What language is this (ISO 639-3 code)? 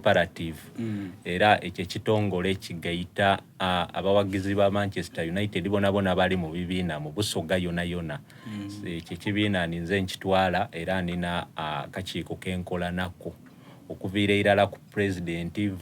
xog